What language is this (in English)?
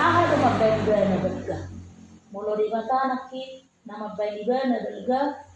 Batak Toba